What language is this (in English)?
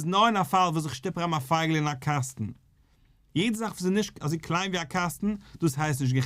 Yiddish